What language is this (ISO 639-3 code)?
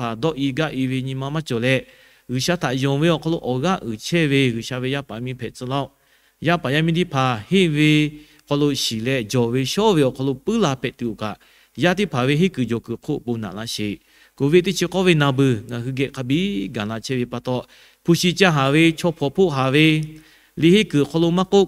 lhu